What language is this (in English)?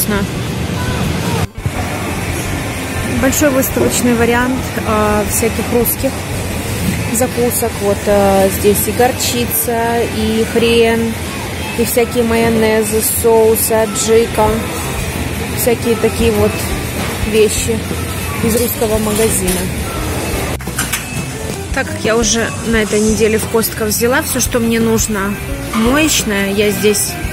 Russian